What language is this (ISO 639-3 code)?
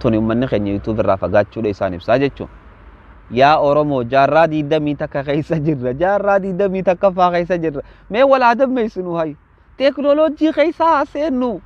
orm